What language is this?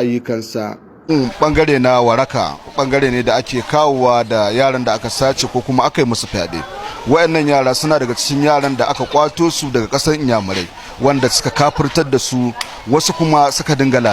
Hausa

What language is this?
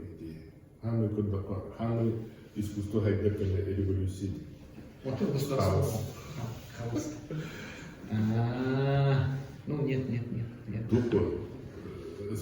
Yakut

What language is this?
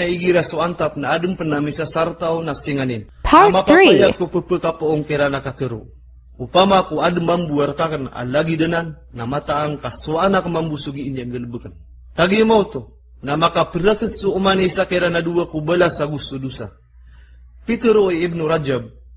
Maranao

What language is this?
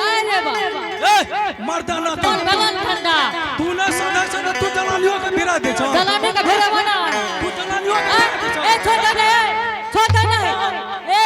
Angika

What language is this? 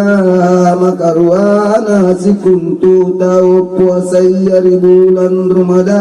Makasar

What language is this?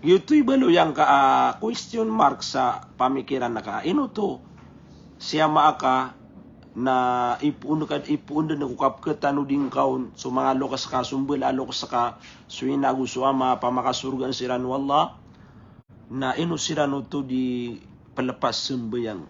Maranao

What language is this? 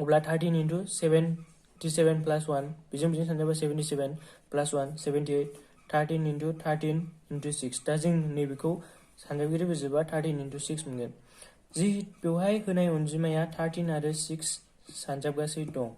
Bodo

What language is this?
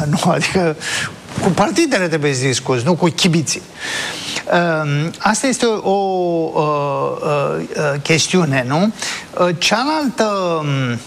Romanian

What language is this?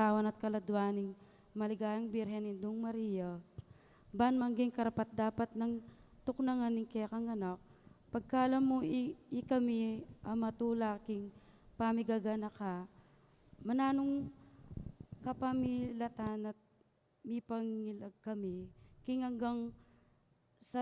Pampanga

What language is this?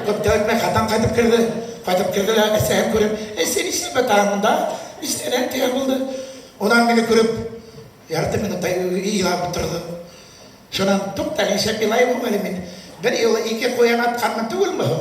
Bashkir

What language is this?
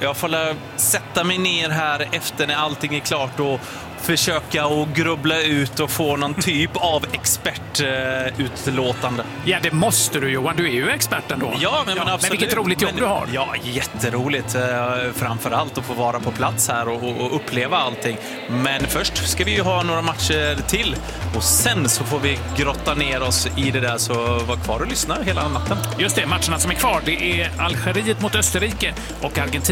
Swedish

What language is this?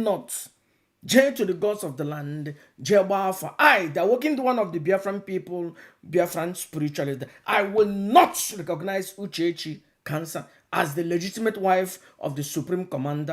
Igbo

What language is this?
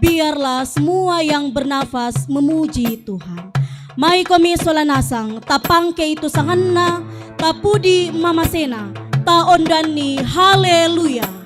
Toraja-Sa'dan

